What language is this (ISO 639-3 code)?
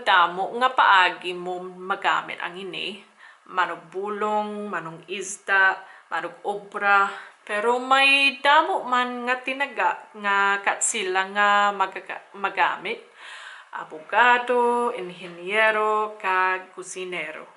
hil